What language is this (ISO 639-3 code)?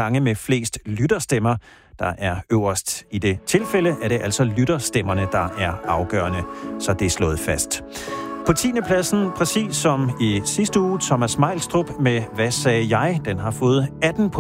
dan